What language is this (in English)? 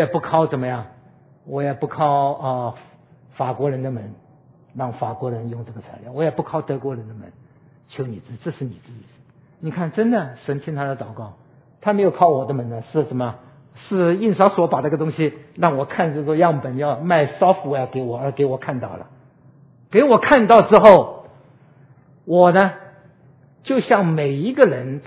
Chinese